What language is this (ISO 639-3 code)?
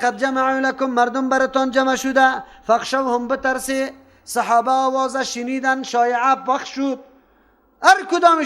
fas